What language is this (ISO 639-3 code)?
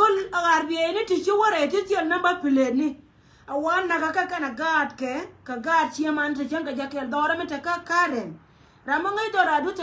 nus